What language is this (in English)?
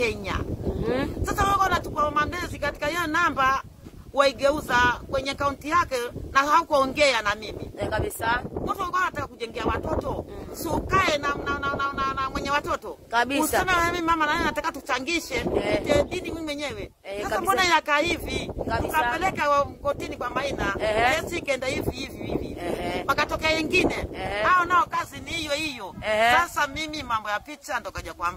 Swahili